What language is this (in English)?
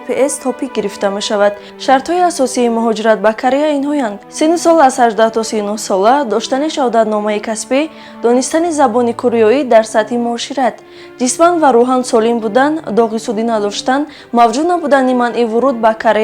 Tajik